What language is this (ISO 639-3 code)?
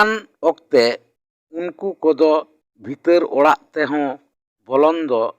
sat